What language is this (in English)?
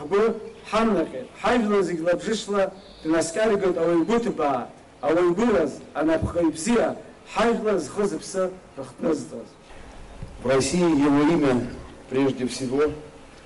Abkhazian